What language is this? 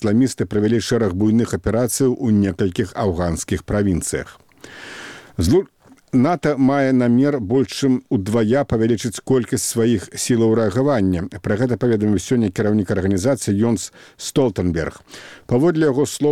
Belarusian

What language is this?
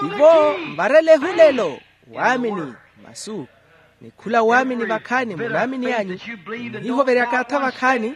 Makhuwa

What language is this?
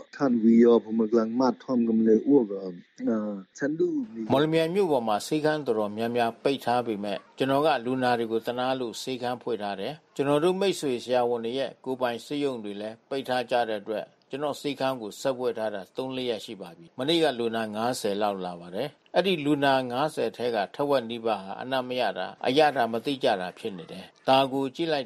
Burmese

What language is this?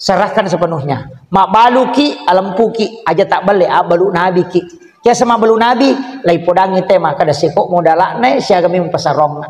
Buginese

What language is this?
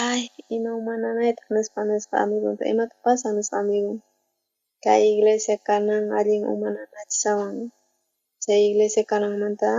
South Bolivian Quechua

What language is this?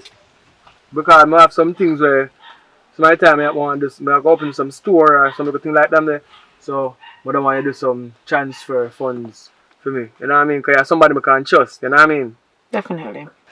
Jamaican Creole English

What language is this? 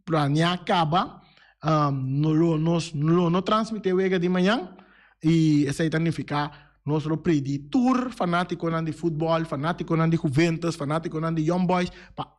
Papiamento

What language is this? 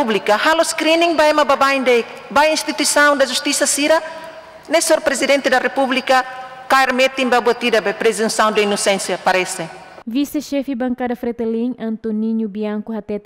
Tetum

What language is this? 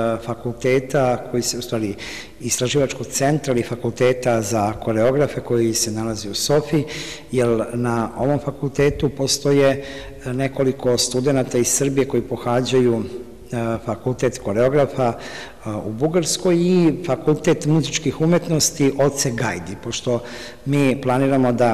Serbian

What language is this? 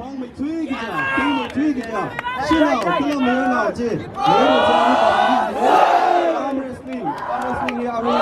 Tangkhul Naga (India)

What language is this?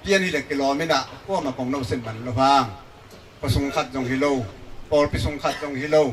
Tedim Chin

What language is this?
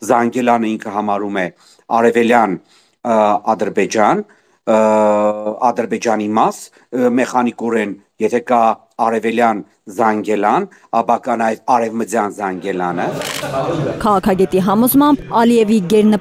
Armenian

